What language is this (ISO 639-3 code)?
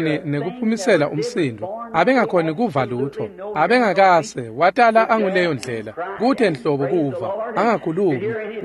ssw